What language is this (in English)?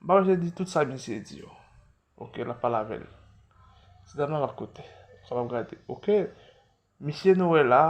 Haitian Creole